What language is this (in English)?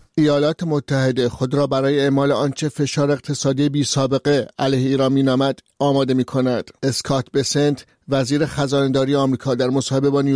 Persian